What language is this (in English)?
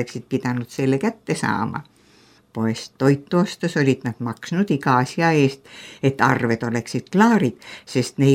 Estonian